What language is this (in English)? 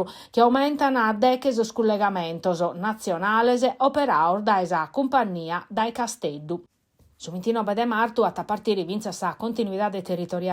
Sardinian